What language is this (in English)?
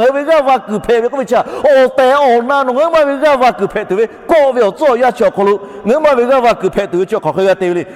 Lahu